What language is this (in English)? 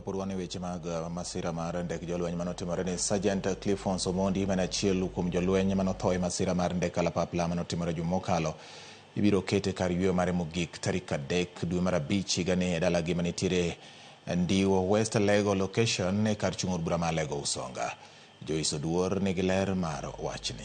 Luo (Kenya and Tanzania)